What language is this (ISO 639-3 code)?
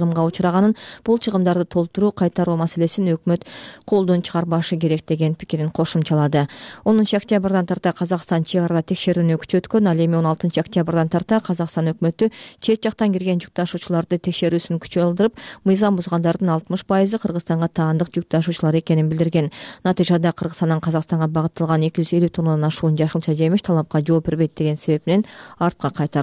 kir